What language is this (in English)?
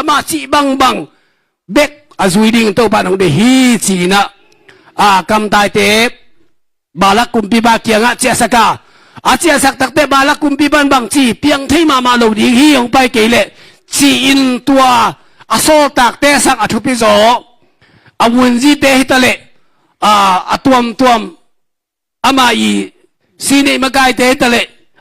Tedim Chin